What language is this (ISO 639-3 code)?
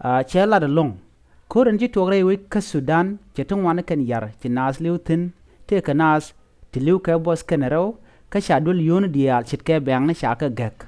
nus